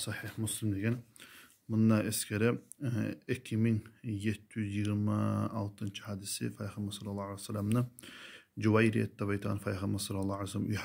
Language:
Kumyk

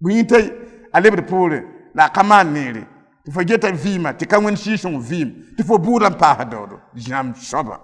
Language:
Mossi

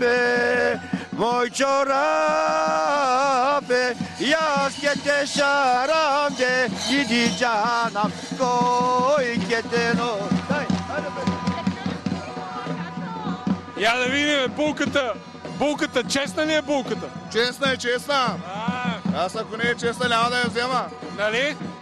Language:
Bulgarian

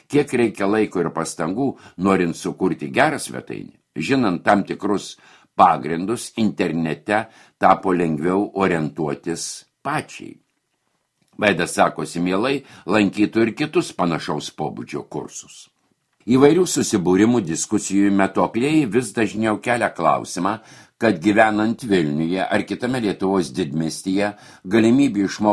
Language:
Lithuanian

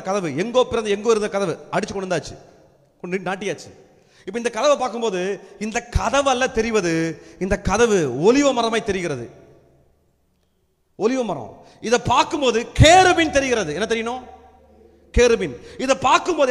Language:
Tamil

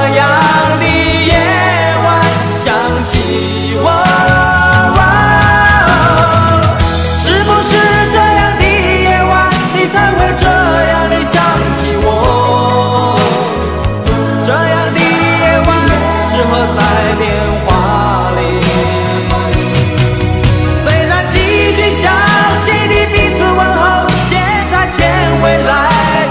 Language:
Chinese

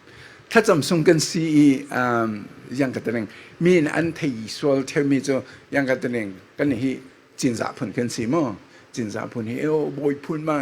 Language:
Falam Chin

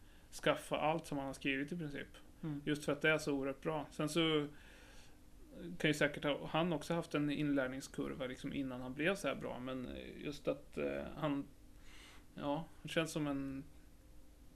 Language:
Swedish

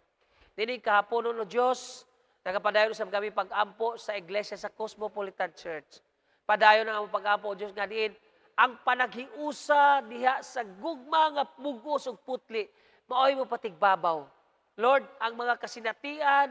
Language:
Cebuano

